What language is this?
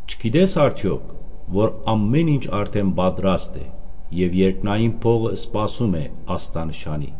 Western Armenian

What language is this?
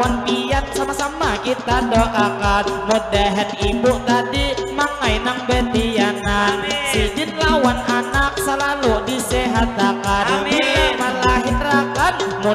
Banjar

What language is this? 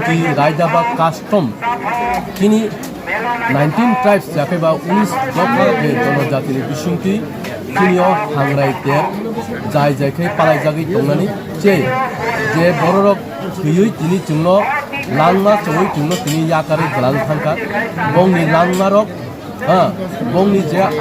Kok Borok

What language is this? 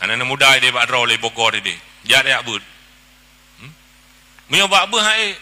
Achinese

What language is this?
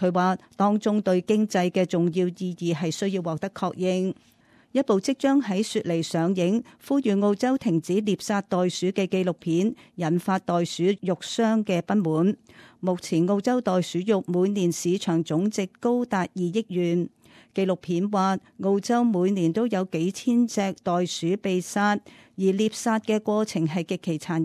Cantonese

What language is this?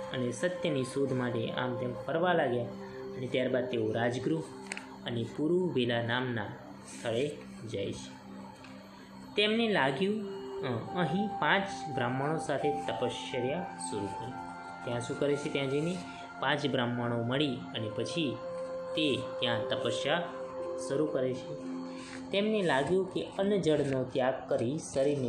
Gujarati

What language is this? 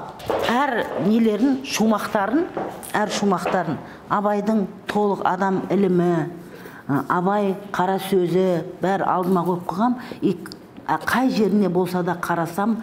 Kazakh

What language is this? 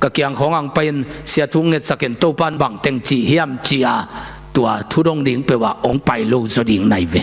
Tedim Chin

